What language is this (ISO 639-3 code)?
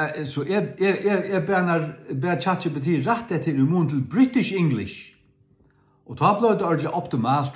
fao